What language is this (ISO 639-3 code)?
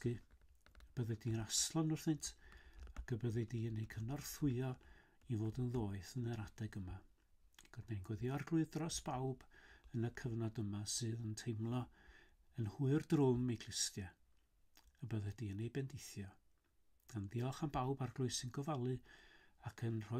cym